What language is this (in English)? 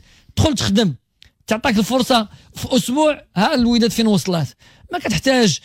Moroccan Arabic